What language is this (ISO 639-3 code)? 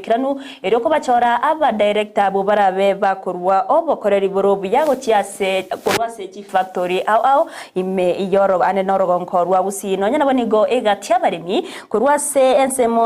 guz